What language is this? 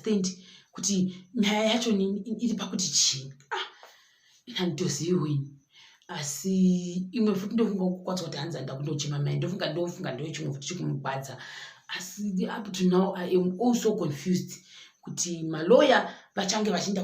Shona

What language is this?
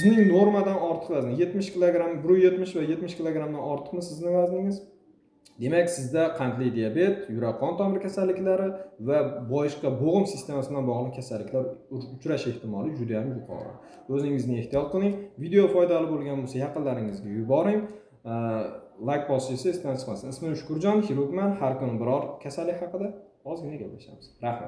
Uzbek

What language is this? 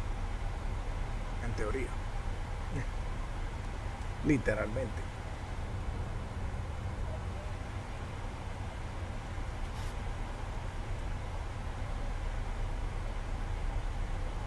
Spanish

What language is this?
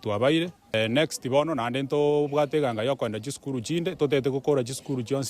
Gusii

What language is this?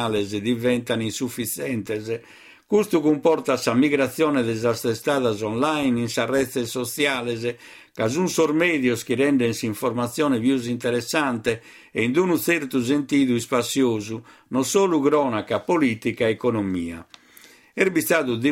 Sardinian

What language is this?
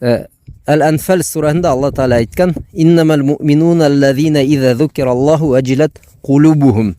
Bashkir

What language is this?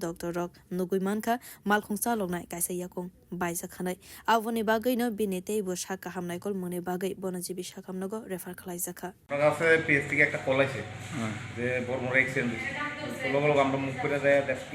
Kok Borok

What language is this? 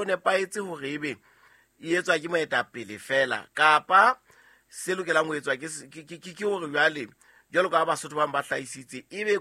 Southern Sotho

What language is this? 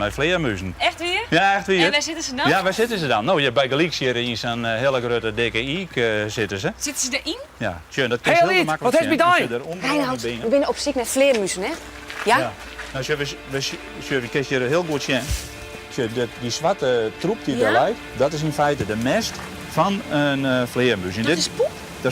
Western Frisian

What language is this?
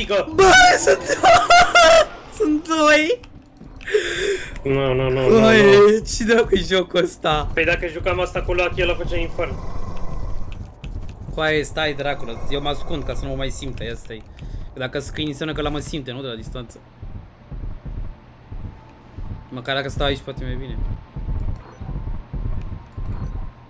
Romanian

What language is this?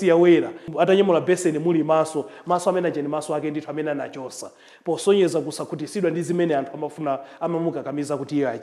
Nyanja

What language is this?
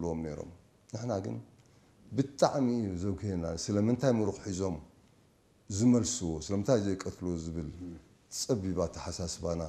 Tigrinya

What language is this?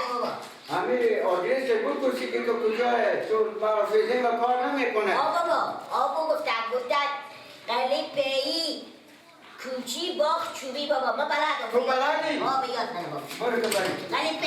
Persian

